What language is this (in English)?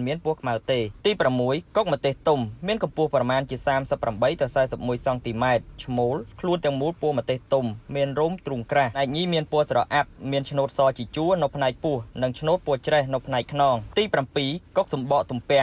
Khmer